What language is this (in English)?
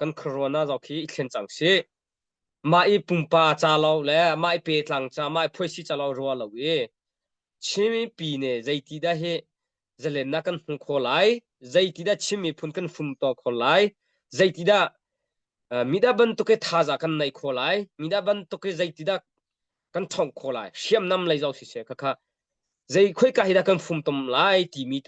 Hakha Chin